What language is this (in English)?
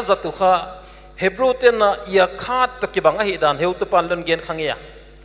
Paite Chin